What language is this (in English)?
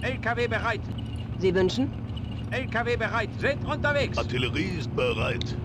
Bavarian